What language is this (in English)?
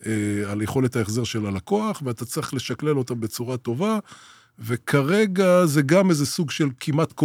Hebrew